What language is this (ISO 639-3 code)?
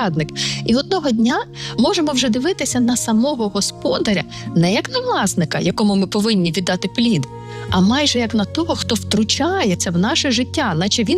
ukr